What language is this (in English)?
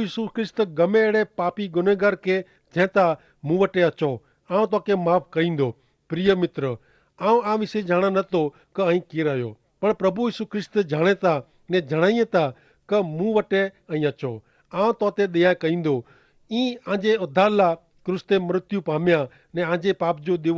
Kachhi